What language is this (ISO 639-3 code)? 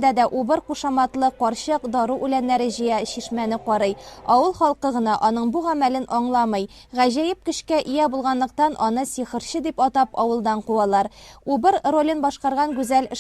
tat